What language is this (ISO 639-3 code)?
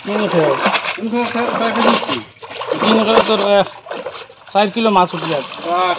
syl